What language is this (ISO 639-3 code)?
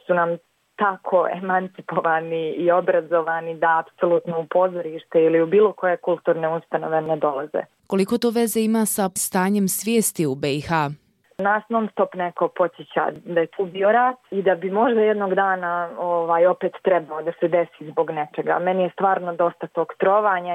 bos